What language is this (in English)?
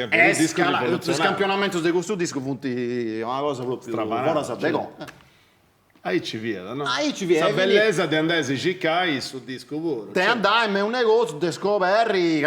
Sardinian